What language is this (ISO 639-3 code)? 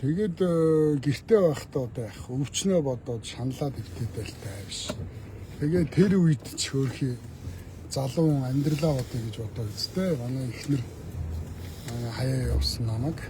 mon